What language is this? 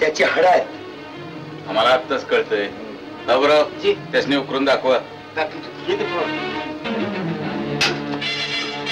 Marathi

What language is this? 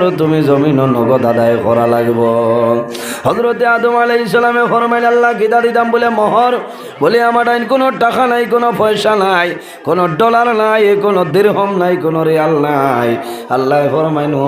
Sylheti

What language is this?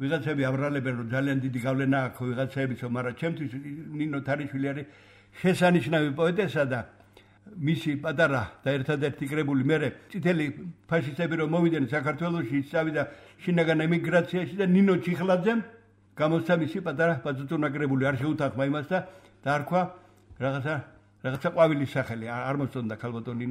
Georgian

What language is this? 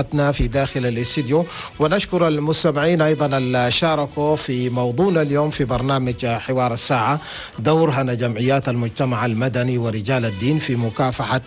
Chadian Arabic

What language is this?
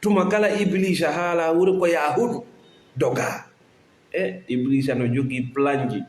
Fula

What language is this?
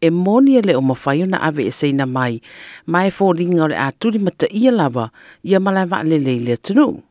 Samoan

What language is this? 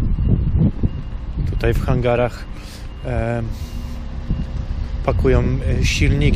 Polish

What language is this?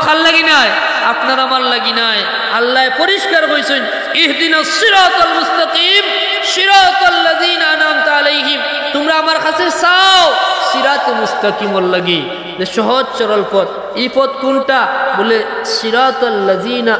Sylheti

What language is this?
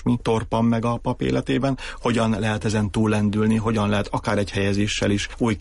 Hungarian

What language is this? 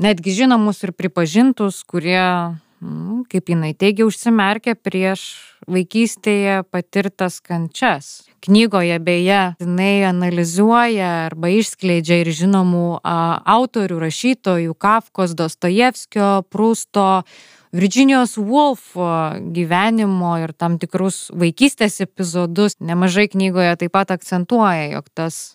Lithuanian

